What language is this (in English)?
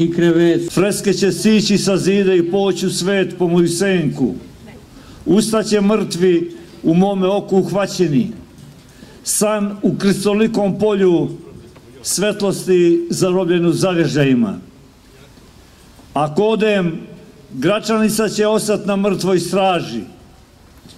Serbian